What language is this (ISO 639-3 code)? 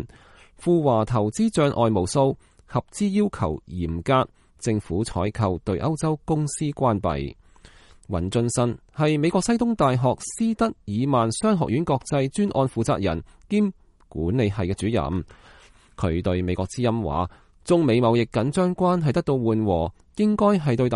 yue